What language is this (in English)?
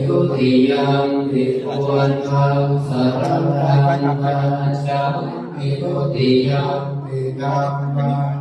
Pali